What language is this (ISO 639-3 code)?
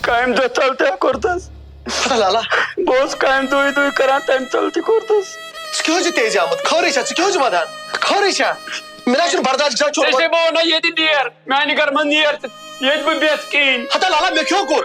kas